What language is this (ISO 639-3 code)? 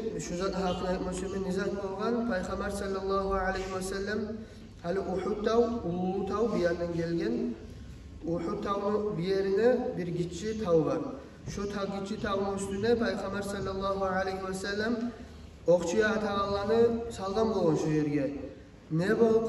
kum